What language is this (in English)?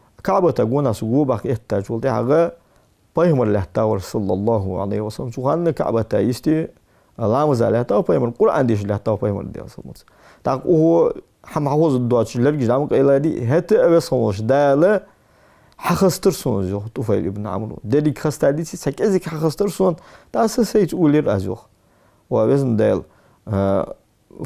Ingush